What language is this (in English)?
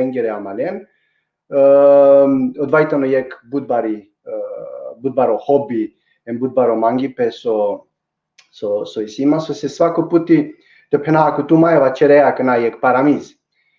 Balkan Romani